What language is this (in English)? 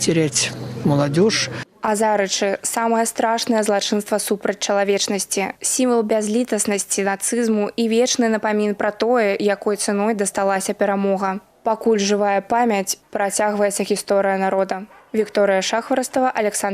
Belarusian